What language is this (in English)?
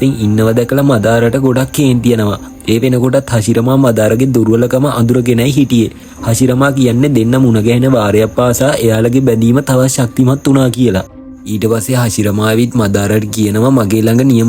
Sinhala